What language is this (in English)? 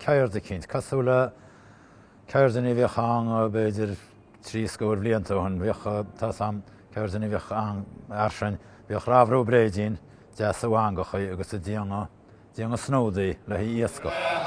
Irish